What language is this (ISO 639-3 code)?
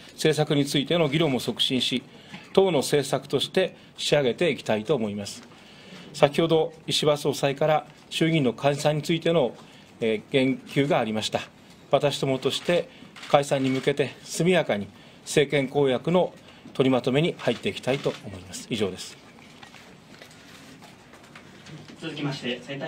jpn